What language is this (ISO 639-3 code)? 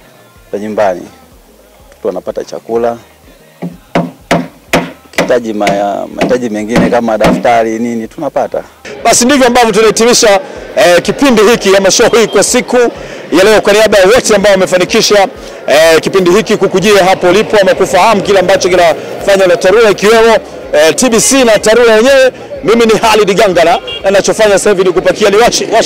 swa